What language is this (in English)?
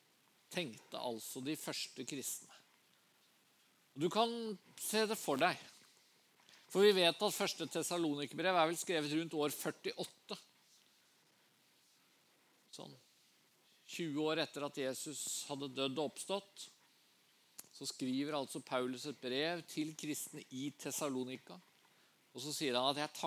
Norwegian